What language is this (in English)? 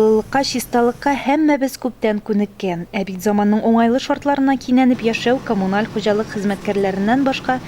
Tatar